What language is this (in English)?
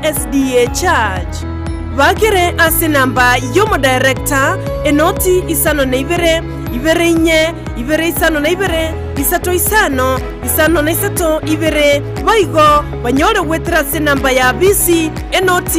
Gusii